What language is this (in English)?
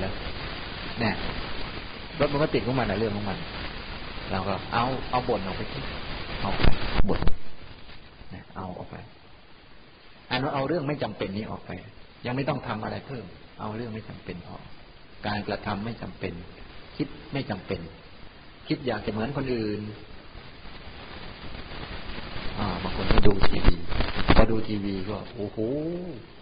Thai